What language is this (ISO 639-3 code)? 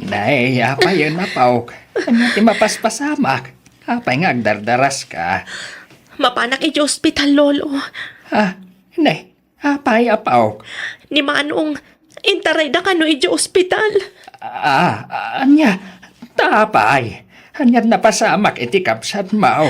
ilo